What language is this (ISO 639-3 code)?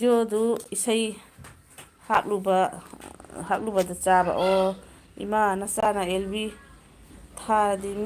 mni